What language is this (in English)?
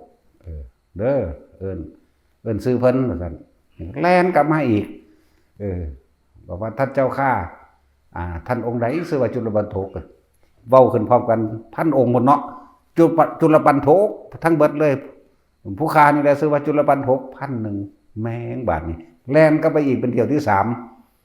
Northeastern Thai